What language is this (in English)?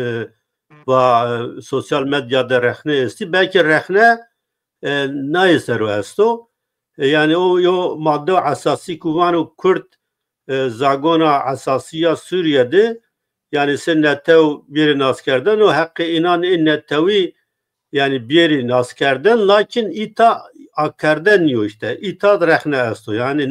Zaza